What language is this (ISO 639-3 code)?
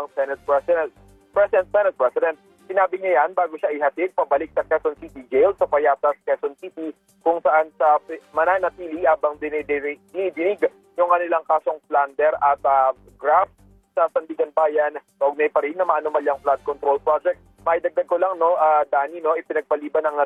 fil